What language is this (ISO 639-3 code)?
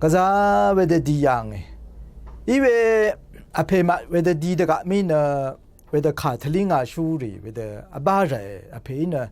raw